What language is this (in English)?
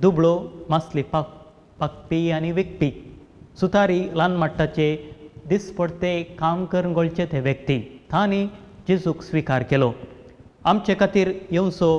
Konkani